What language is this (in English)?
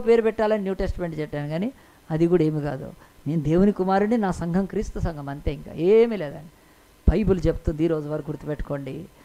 Telugu